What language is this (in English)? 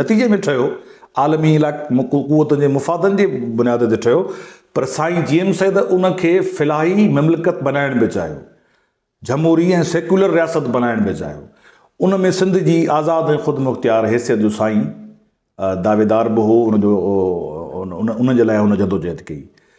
Sindhi